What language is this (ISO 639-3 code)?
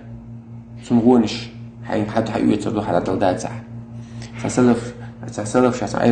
che